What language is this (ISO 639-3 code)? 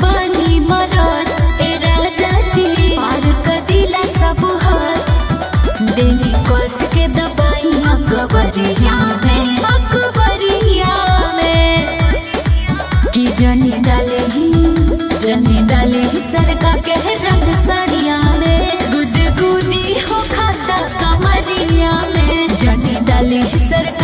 bho